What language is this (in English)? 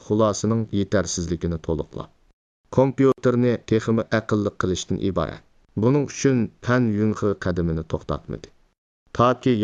Uyghur